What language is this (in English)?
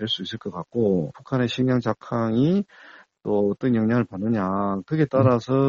Korean